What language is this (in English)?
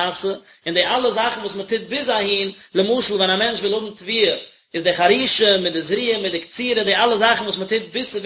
Yiddish